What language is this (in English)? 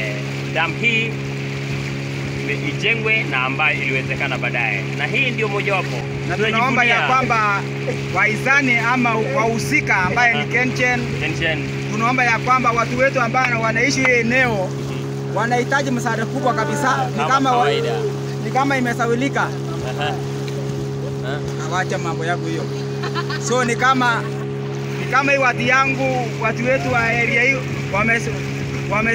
Swahili